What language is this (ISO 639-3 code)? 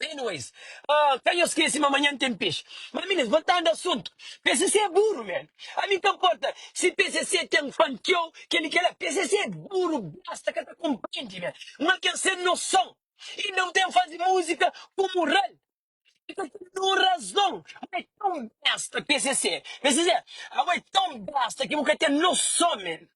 kea